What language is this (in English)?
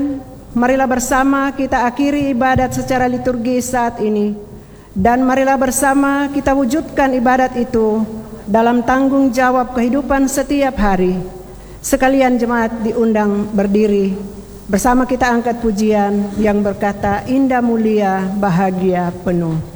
Indonesian